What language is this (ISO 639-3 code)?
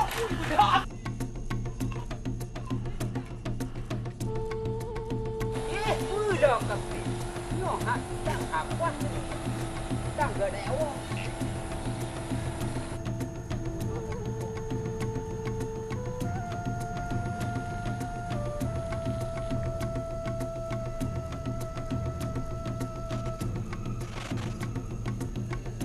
msa